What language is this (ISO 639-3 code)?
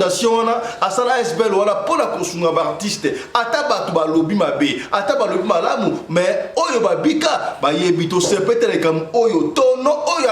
lin